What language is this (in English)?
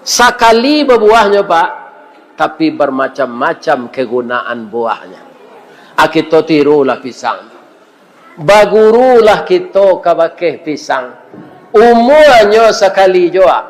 Minangkabau